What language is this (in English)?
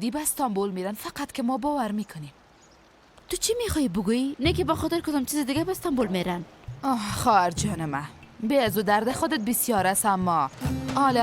Persian